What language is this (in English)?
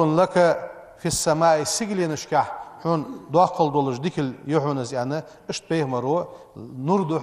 Ingush